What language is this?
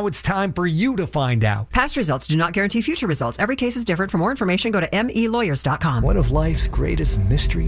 English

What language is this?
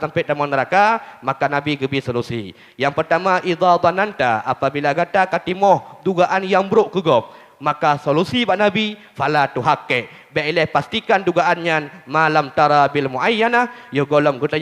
Achinese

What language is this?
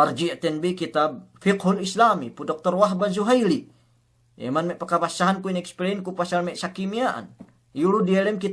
Yakan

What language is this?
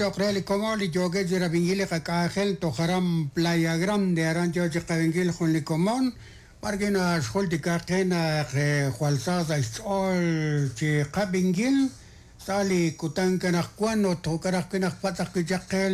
Kekchí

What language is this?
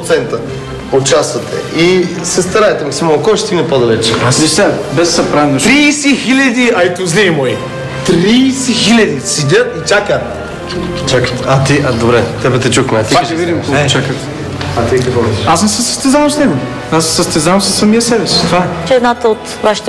Bulgarian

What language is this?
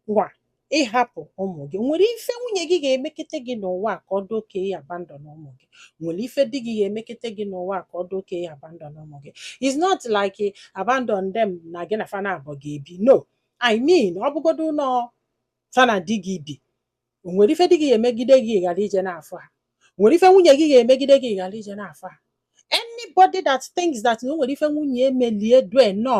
Igbo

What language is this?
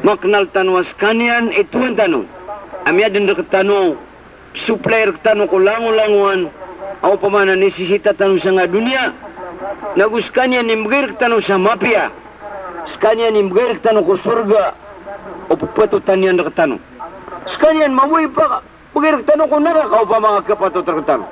Maranao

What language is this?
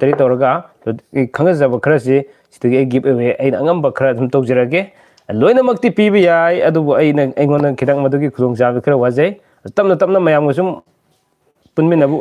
Manipuri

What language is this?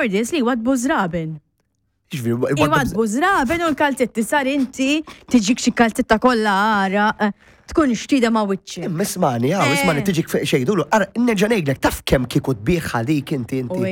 Maltese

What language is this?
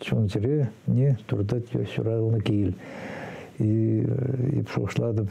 Chuvash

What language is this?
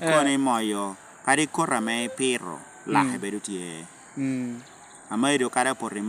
Lango (Uganda)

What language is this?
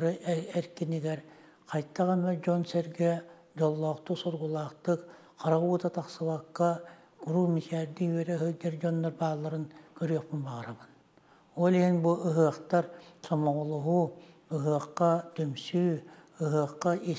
Yakut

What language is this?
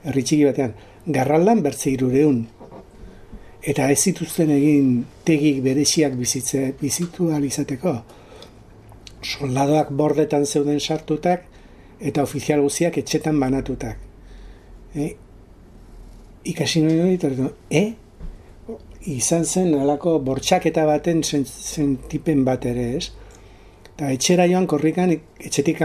Basque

